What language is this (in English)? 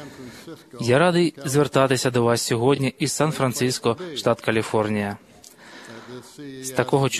Ukrainian